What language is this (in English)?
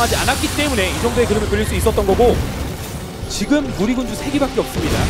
Korean